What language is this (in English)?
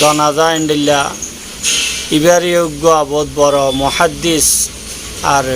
Rohingya